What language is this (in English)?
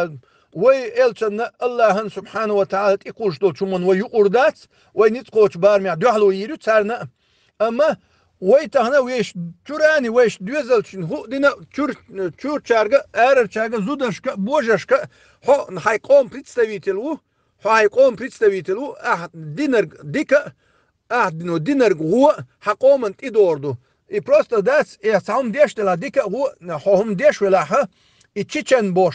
Chechen